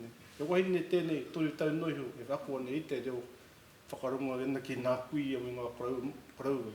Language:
Māori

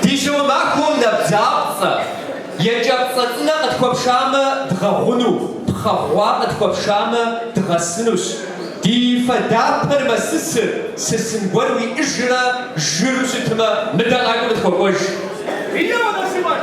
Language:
Kabardian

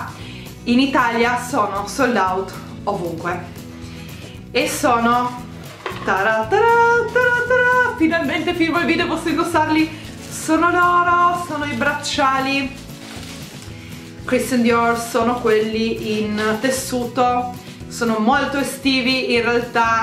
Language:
Italian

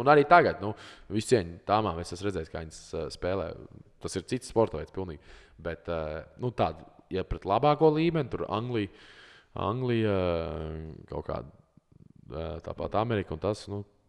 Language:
Latvian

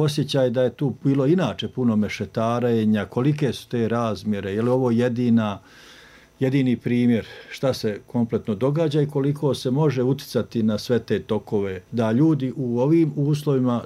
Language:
Bosnian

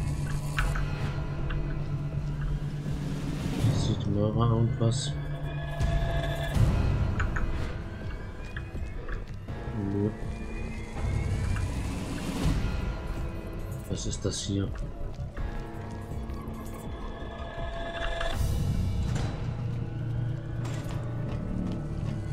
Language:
German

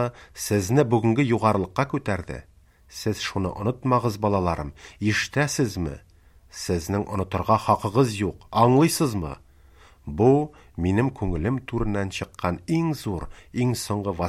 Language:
Tatar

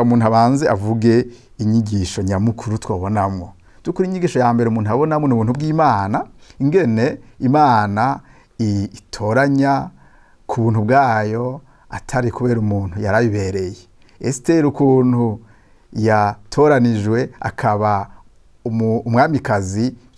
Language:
Rundi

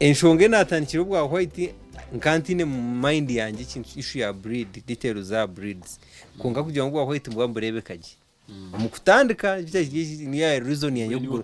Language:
Nyankole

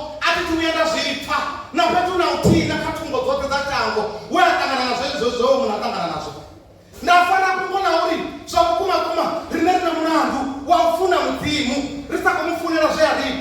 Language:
Venda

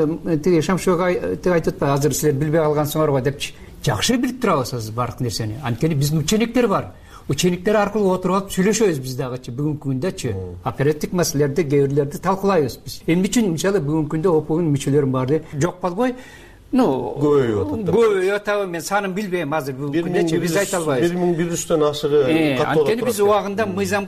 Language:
Kyrgyz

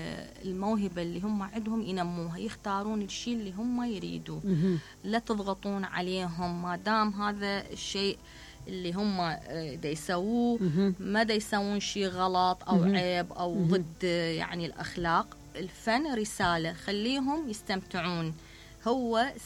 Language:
Mesopotamian Arabic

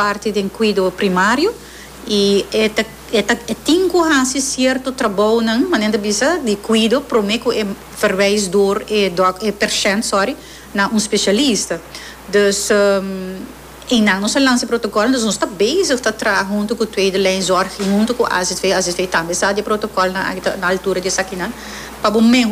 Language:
Papiamento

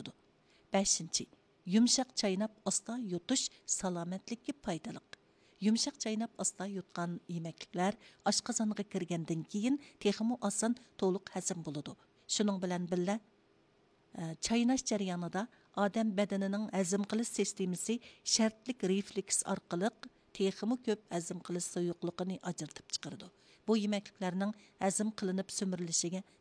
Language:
Uyghur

